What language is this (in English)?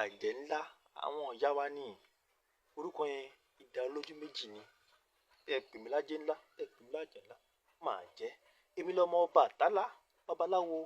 Yoruba